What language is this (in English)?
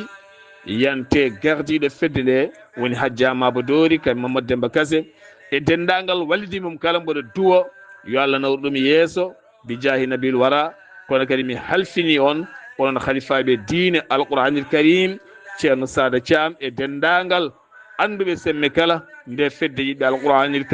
Fula